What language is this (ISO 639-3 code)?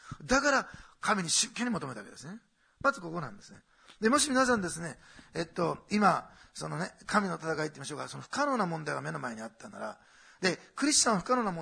jpn